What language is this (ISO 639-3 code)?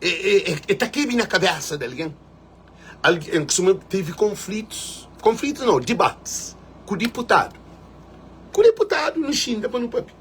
kea